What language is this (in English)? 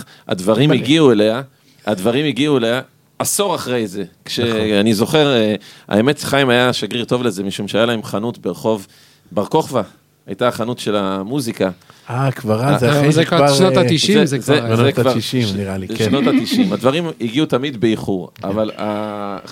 Hebrew